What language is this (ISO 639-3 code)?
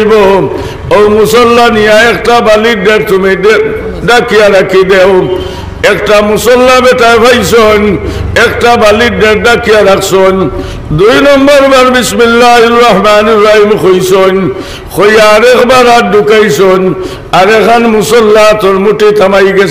syl